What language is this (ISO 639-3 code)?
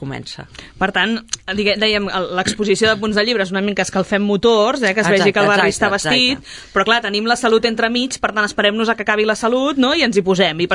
cat